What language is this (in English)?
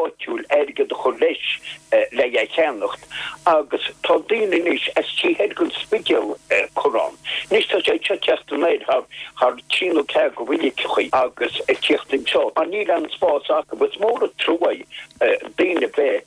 Irish